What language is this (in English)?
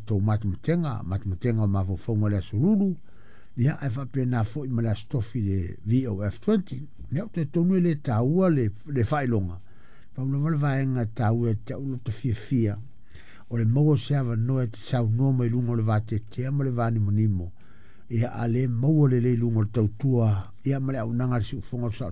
Samoan